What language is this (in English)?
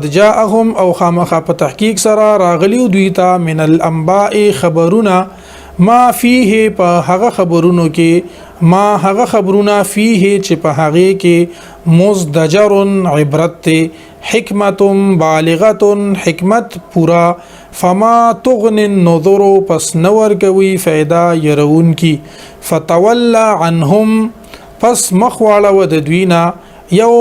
Pashto